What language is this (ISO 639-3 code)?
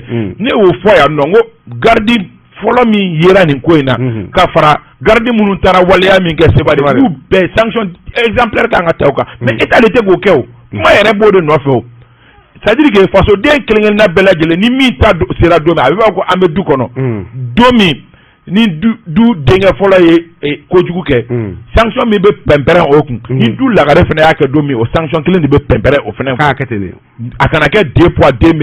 bam